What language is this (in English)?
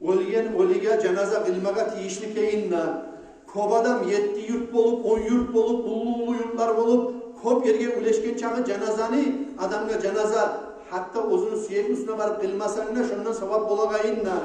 Kumyk